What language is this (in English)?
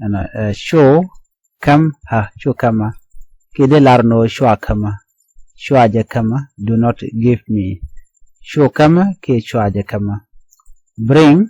Nuer